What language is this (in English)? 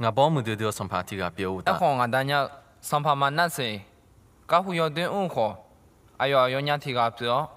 Akha